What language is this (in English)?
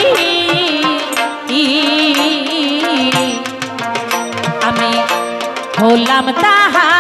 Bangla